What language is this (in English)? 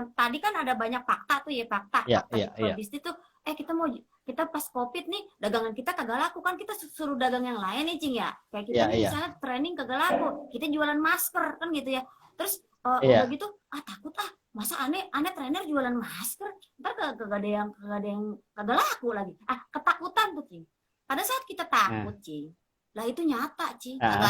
Betawi